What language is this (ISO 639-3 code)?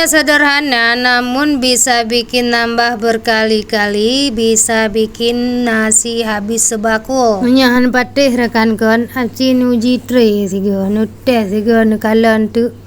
ace